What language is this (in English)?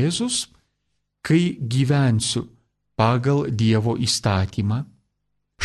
Lithuanian